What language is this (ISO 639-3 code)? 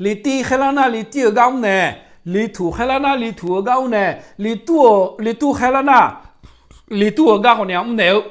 ahk